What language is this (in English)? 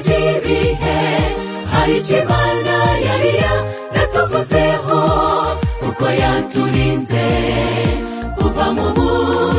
Kinyarwanda